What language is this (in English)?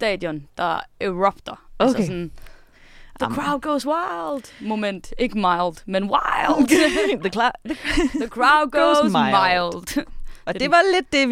Danish